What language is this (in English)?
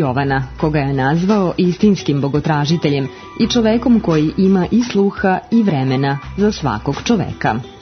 Serbian